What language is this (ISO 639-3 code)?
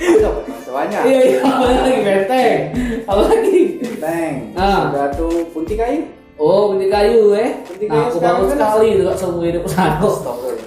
mui